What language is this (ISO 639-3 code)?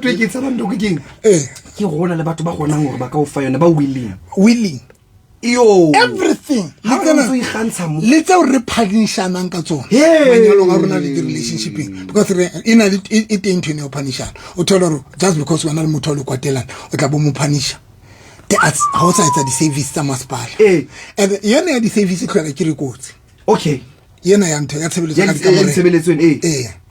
sot